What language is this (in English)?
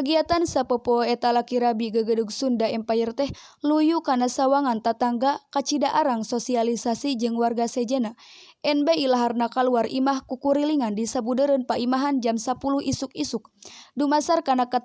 Sundanese